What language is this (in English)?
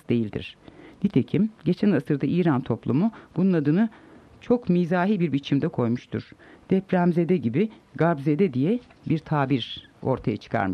Turkish